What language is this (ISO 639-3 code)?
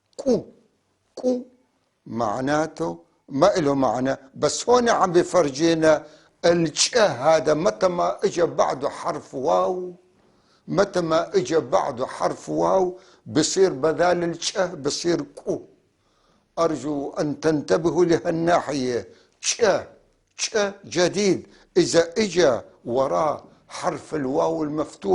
apc